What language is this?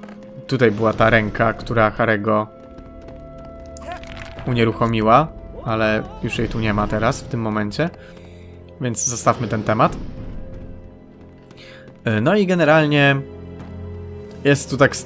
Polish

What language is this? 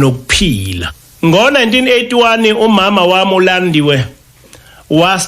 Zulu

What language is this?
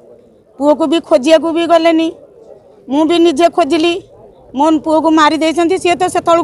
Odia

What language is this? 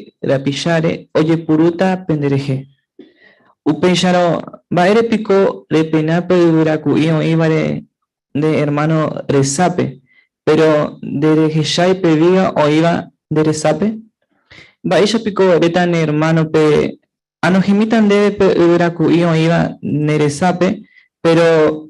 Guarani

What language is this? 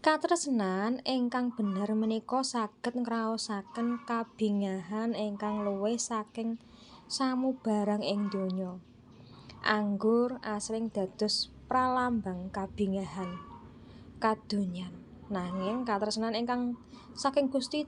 Javanese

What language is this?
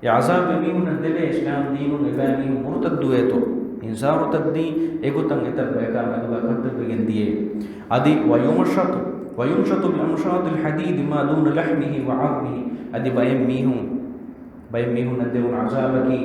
Divehi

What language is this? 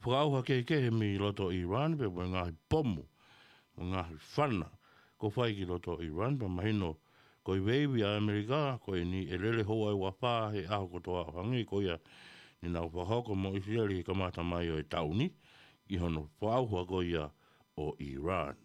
Tongan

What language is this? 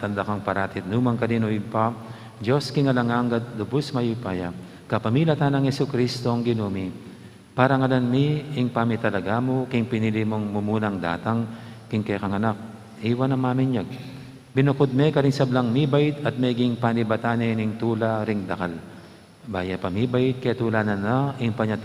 Pampanga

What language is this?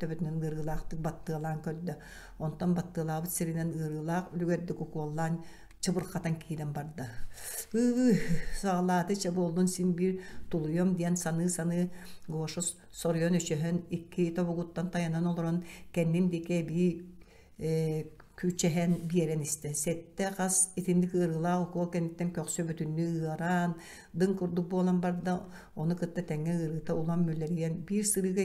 Yakut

